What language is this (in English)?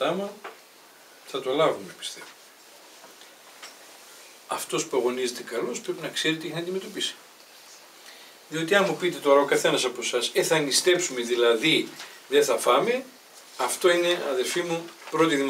Greek